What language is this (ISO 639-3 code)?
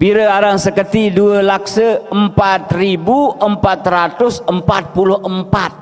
sas